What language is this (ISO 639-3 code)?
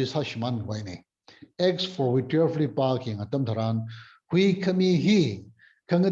nmf